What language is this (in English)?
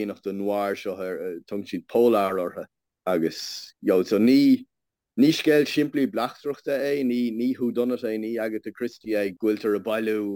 Irish